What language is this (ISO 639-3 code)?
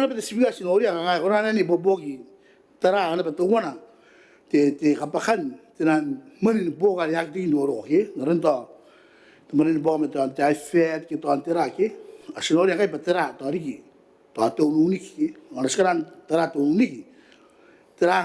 gil